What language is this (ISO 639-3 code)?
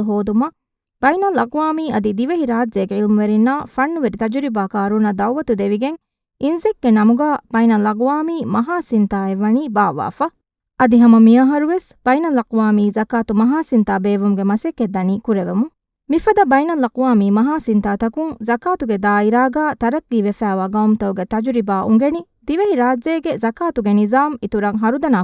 div